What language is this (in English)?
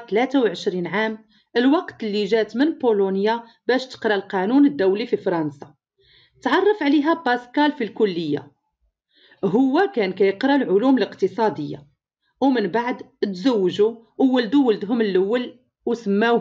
Moroccan Arabic